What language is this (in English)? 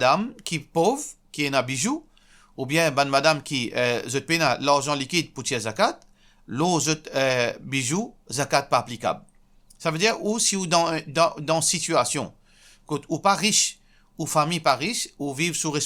Morisyen